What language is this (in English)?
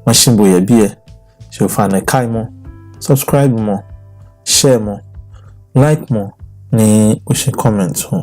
Ga